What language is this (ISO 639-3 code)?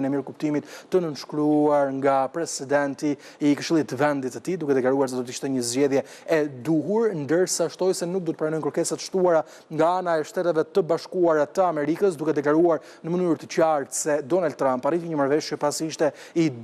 sqi